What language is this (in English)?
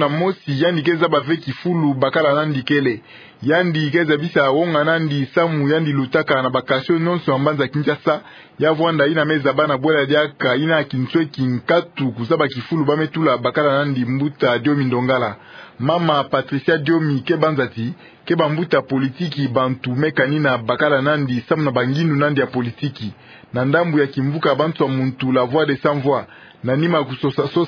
Kituba (Democratic Republic of Congo)